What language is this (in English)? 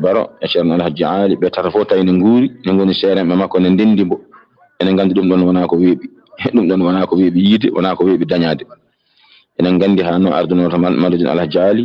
Fula